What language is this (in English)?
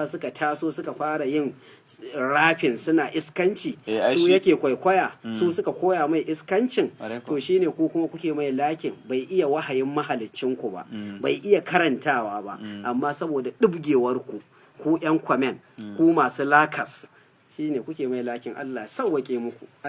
Hausa